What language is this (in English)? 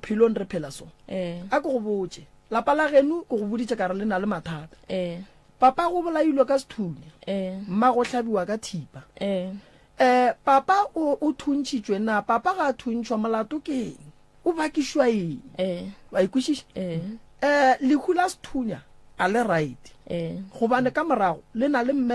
Northern Sotho